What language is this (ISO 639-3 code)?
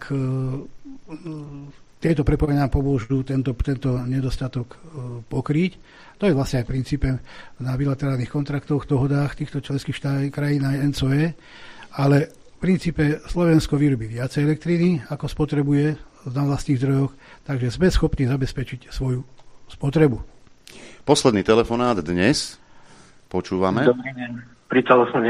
slk